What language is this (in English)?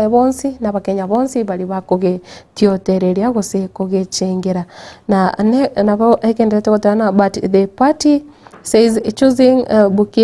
Gusii